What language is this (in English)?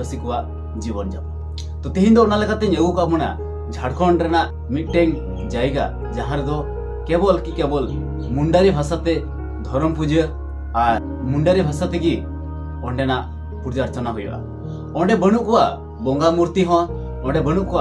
Santali